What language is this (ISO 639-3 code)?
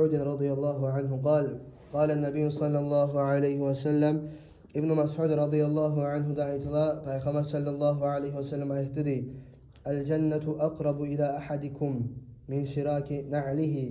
kum